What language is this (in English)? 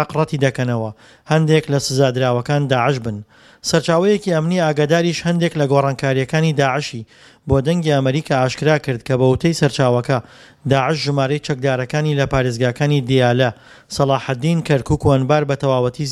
Central Kurdish